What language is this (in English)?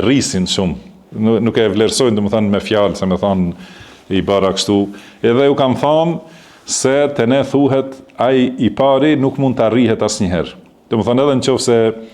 Albanian